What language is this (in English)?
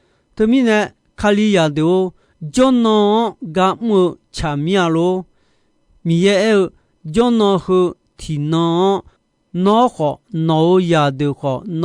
Akha